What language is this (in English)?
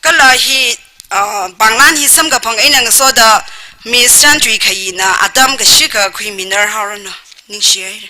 Tangkhul Naga (India)